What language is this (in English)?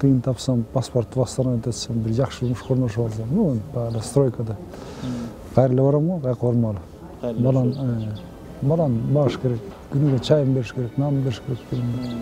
Kyrgyz